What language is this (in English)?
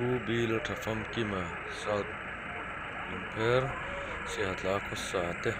Mizo